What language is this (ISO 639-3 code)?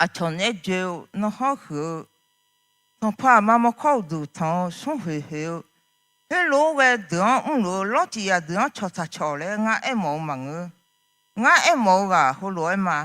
ahk